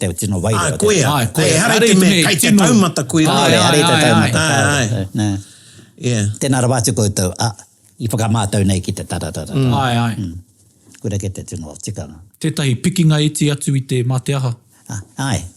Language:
Māori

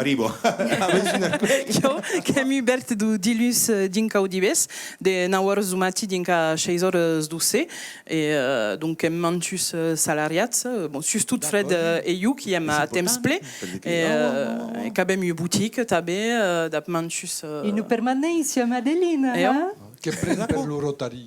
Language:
Occitan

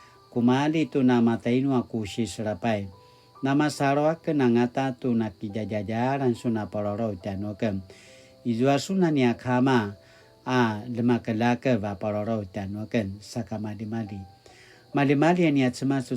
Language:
Paiwan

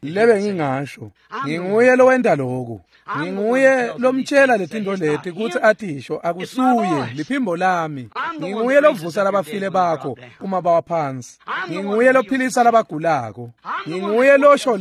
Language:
Swati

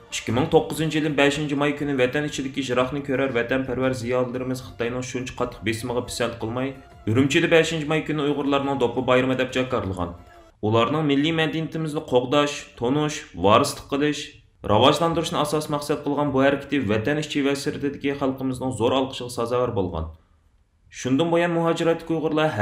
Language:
Uyghur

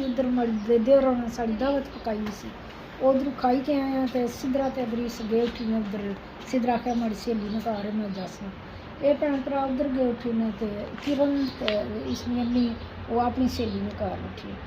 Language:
Pahari-Potwari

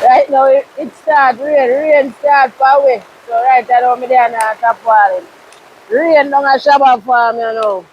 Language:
Jamaican Creole English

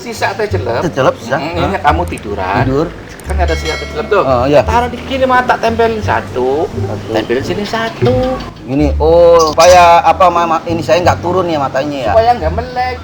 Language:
Betawi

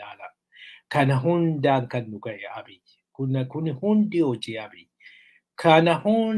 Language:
Oromo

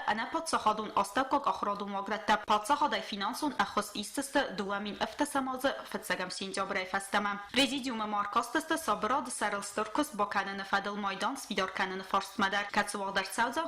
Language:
Ossetic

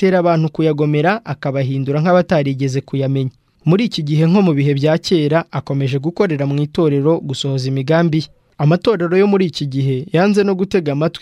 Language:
Kinyarwanda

